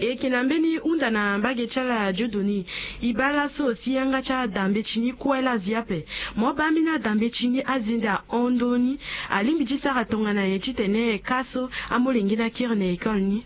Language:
Sango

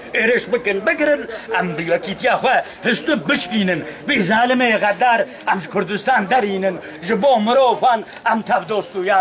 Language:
Kurdish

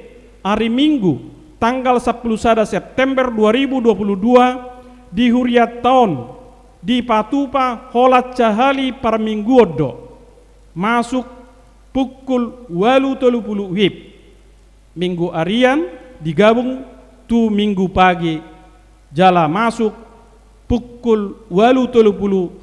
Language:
Batak Toba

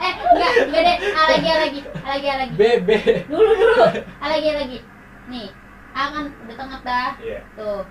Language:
Betawi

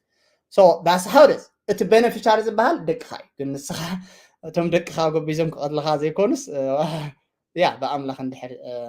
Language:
Tigrinya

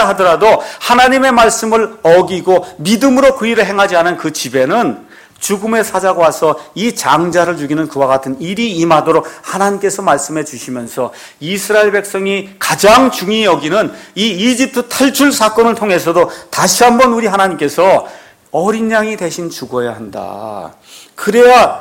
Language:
Korean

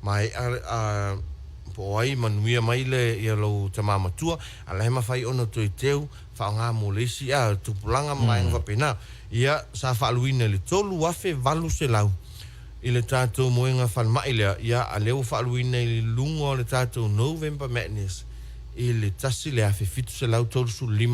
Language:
Samoan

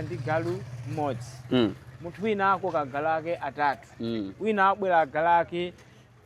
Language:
Nyanja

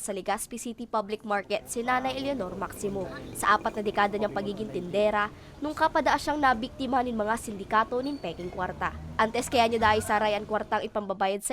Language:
Bikol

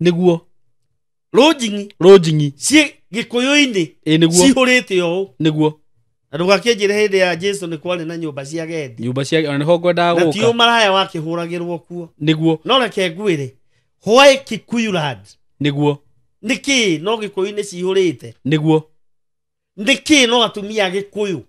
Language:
Kikuyu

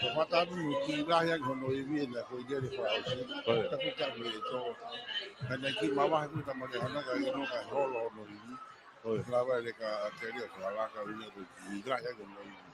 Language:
Tongan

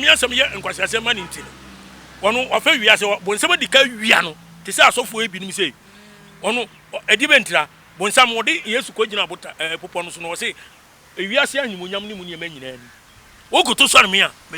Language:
Akan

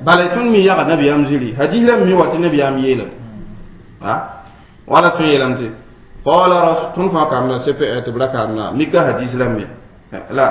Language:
Mossi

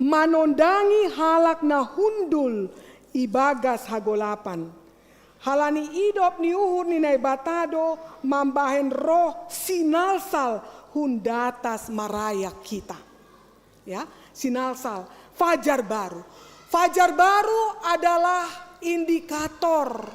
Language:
Batak Simalungun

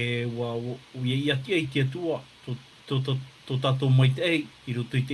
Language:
Tahitian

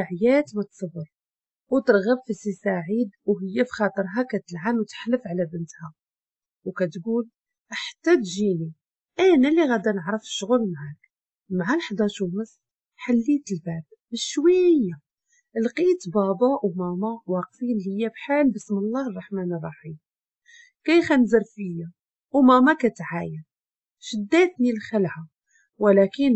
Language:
Moroccan Arabic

